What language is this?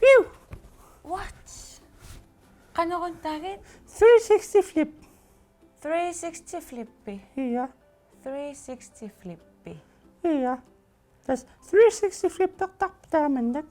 Kalaallisut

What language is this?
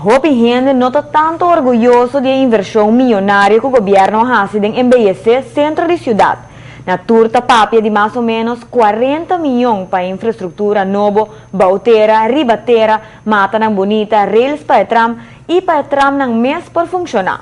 Papiamento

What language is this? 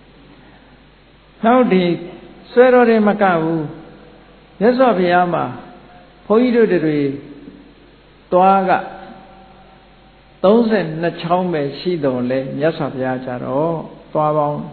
Burmese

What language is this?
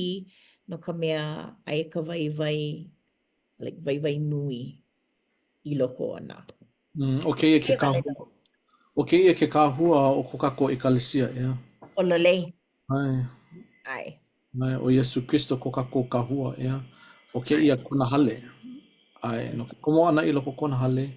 Hawaiian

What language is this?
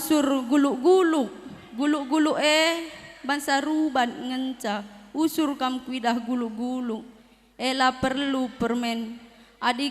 Batak Karo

